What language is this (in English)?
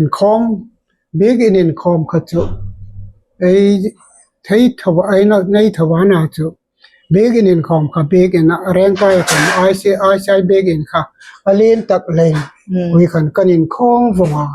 Hmar